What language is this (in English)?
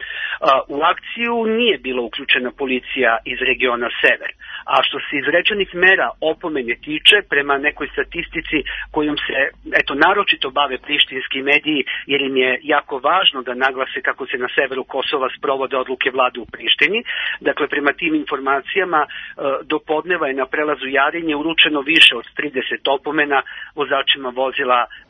Serbian